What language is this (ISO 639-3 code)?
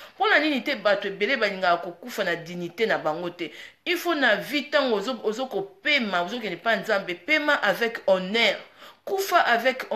lin